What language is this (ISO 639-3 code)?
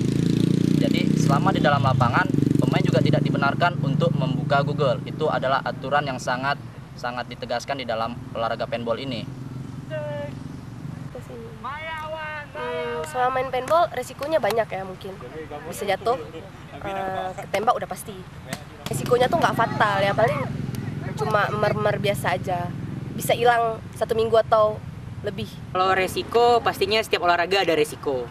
ind